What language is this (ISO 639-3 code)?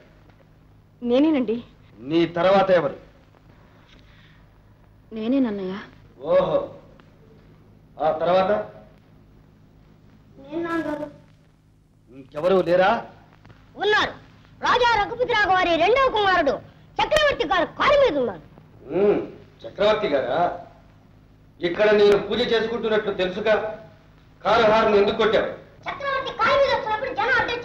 tel